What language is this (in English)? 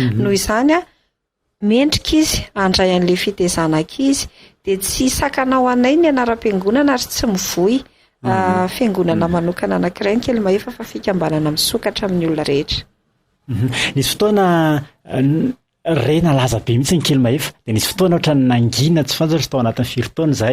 Malagasy